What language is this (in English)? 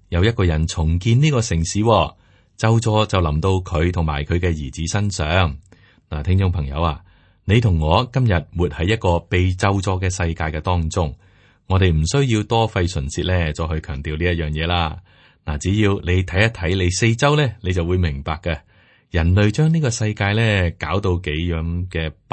Cantonese